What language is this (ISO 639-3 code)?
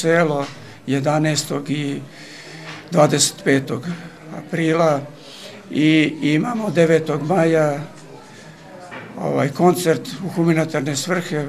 srp